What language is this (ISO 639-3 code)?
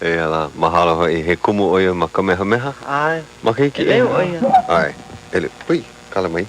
haw